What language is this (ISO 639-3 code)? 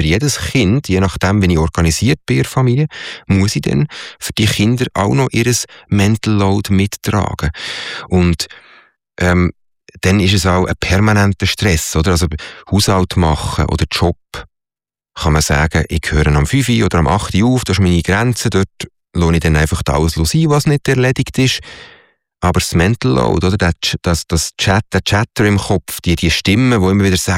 deu